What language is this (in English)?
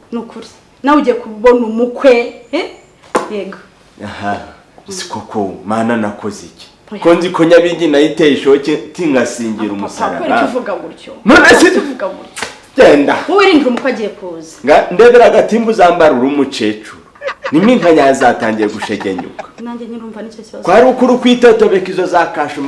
Kinyarwanda